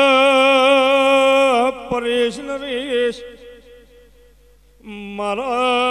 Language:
Gujarati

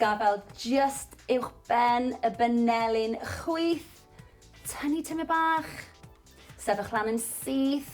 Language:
Welsh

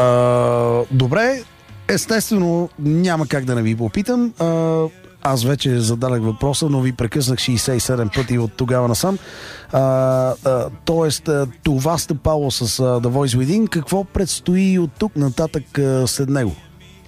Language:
Bulgarian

